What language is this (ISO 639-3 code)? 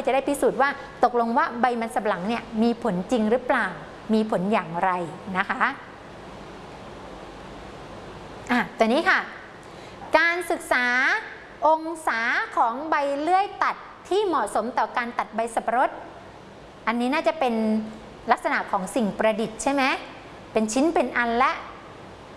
tha